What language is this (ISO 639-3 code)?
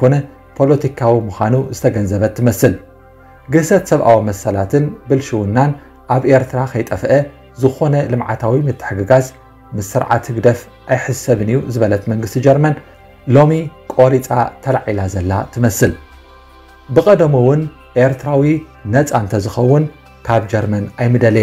tir